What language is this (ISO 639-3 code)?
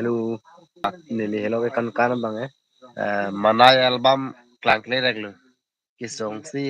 mjw